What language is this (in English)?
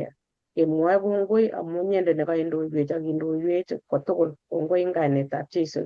Kalenjin